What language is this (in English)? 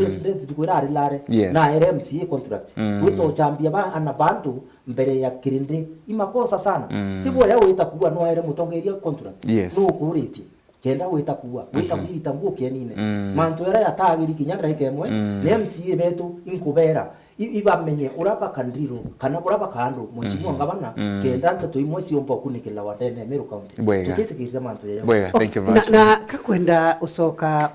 Meru